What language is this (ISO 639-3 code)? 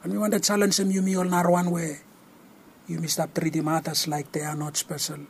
bis